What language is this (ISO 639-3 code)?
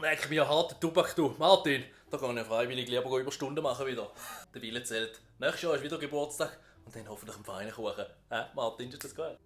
gsw